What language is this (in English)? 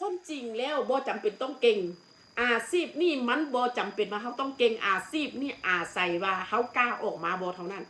Northeastern Thai